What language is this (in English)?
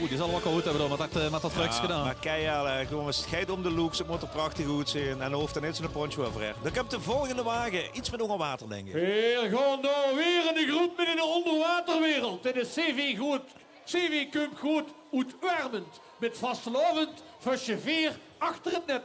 Limburgish